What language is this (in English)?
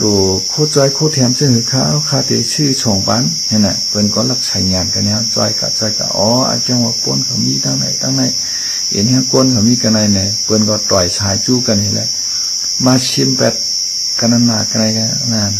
Shan